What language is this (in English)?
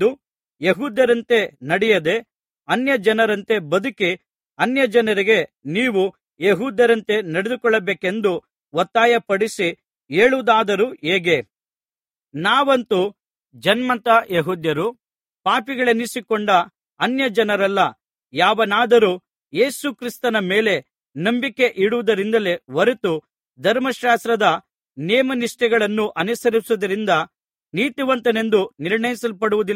Kannada